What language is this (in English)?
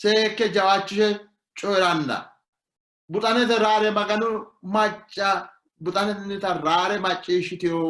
Sidamo